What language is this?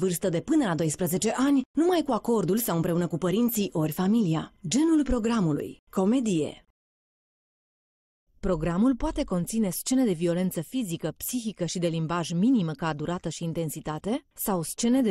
Romanian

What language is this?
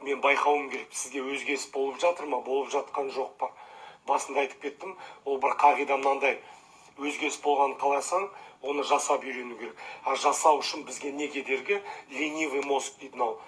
Kazakh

